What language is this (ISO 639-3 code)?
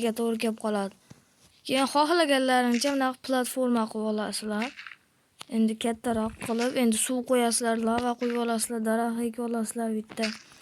uzb